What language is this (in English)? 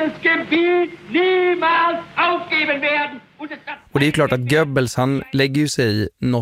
Swedish